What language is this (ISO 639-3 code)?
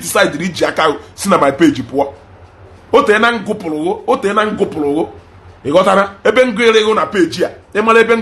ibo